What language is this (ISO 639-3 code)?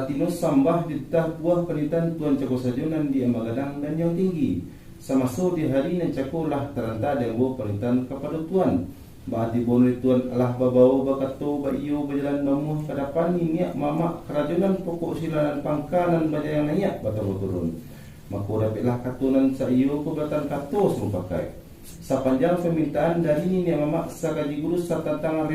min